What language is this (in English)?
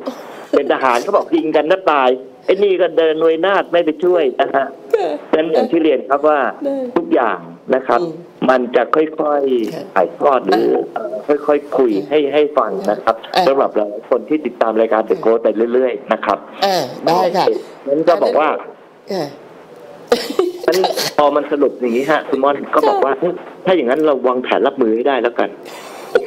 Thai